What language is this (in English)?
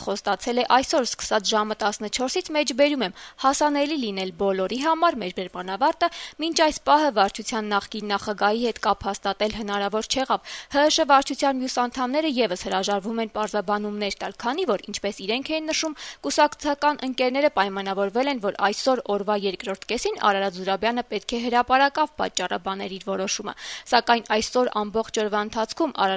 Armenian